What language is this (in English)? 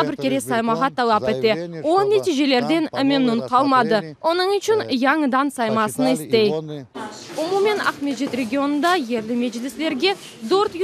Crimean Tatar